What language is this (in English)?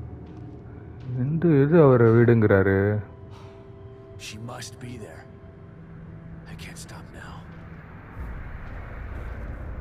Tamil